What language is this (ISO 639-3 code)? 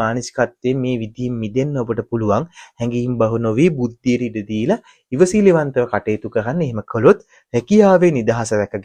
sin